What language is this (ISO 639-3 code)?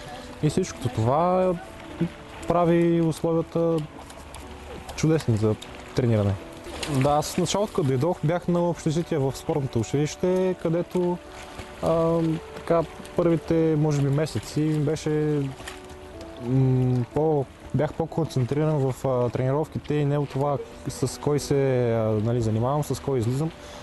bul